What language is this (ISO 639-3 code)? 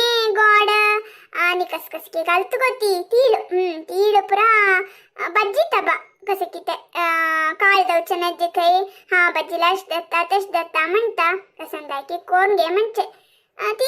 kok